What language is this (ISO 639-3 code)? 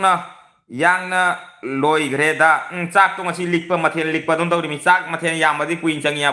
mni